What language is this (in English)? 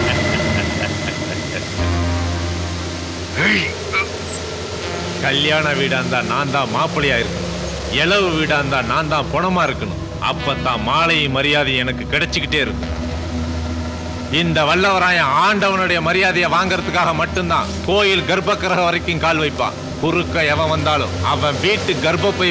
Tamil